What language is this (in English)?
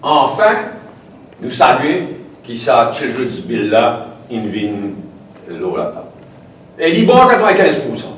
Morisyen